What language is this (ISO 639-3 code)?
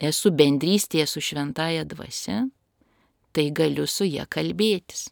lit